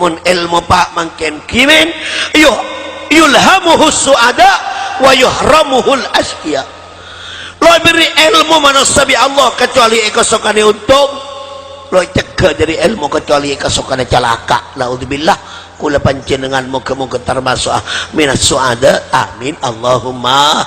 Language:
Madurese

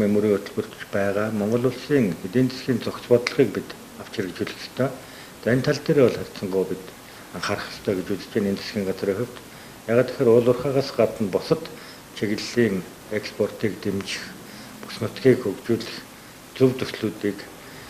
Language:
Mongolian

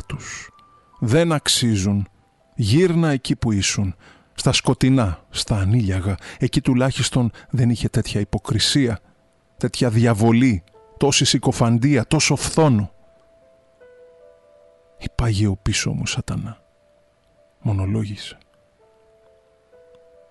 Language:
Greek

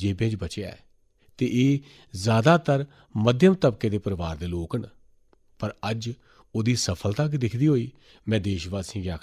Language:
Dogri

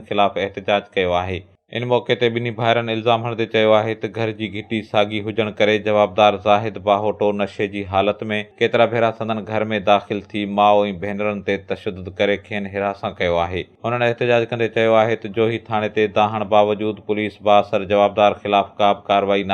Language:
Sindhi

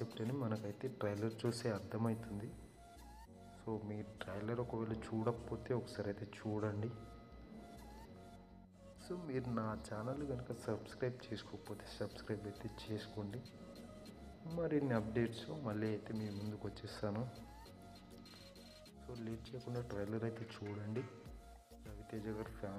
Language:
Telugu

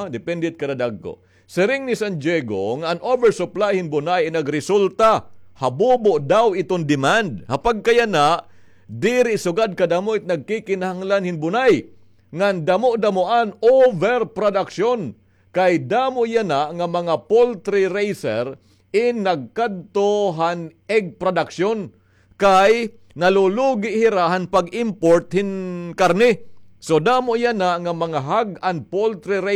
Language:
Waray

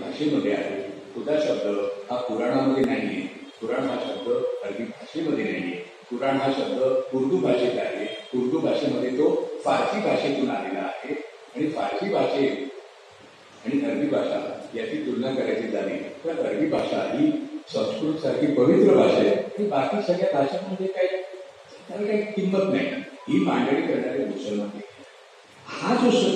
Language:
Marathi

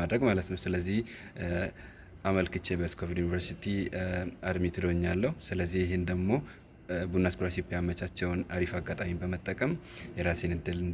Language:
Amharic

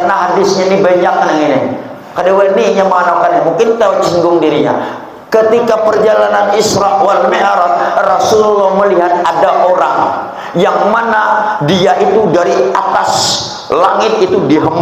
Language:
Banjar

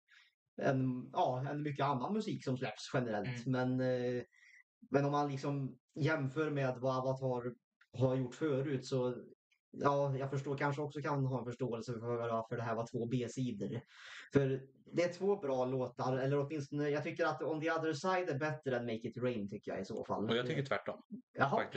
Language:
Swedish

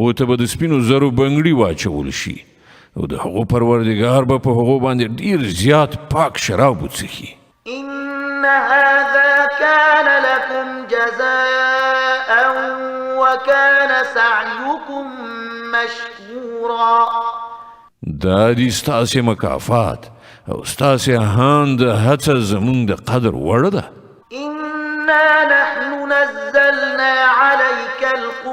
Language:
Pashto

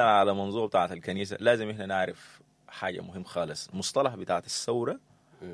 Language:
Sudanese Arabic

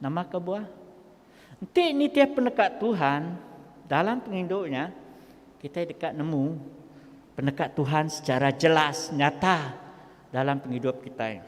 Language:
Iban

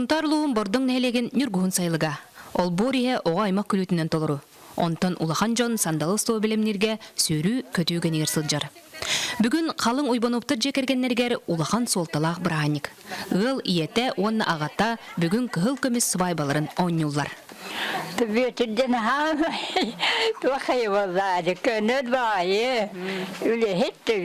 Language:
Yakut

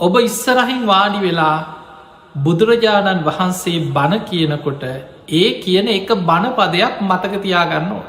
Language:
Sinhala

